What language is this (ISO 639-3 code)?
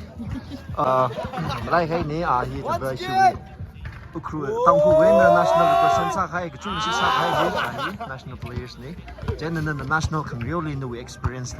nmf